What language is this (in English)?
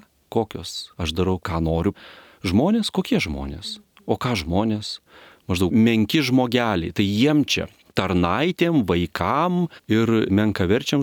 Lithuanian